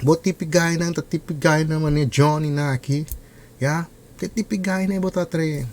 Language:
Papiamento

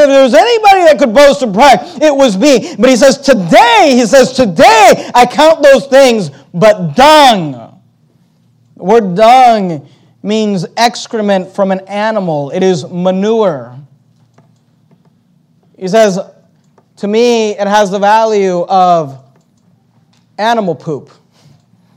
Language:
English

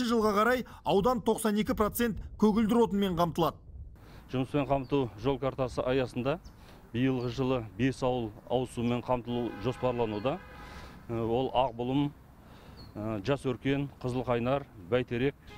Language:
Kazakh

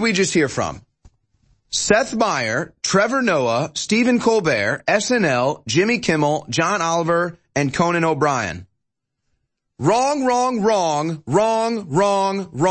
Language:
English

